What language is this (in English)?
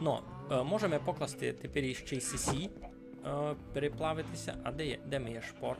Rusyn